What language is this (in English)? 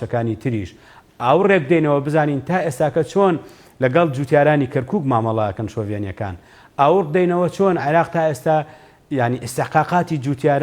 Central Kurdish